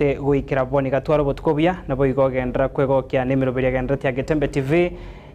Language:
Gusii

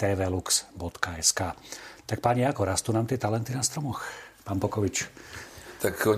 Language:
Slovak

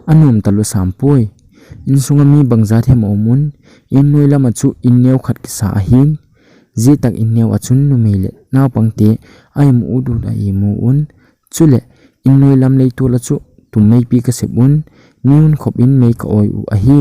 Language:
Thado Chin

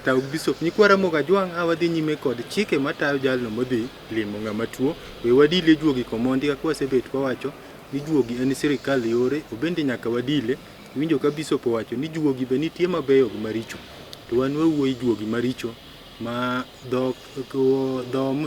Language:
Luo (Kenya and Tanzania)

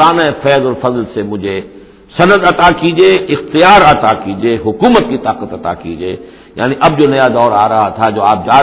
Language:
Urdu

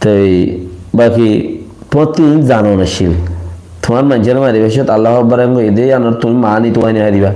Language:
Rohingya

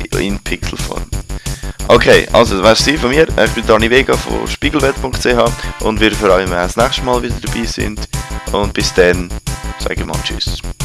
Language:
Swiss German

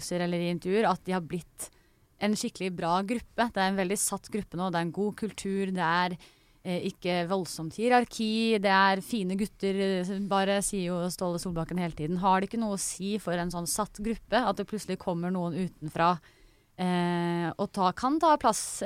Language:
Norwegian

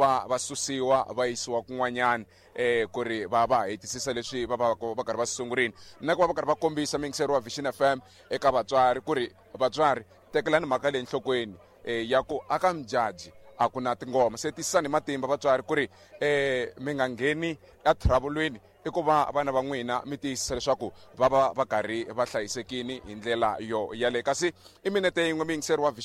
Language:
Tsonga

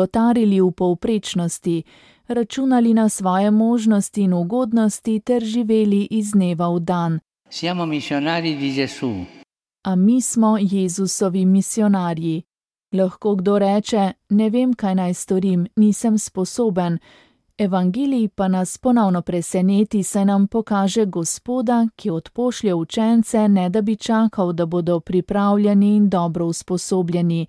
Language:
Slovenian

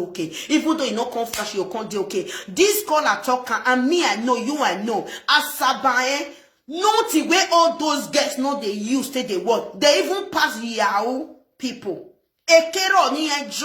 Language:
Nigerian Pidgin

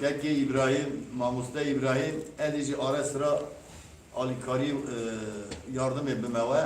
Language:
Kurdish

